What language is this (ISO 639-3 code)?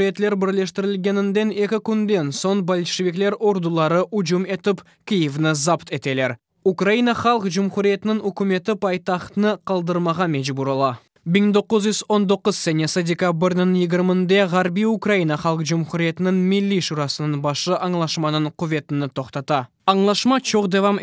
crh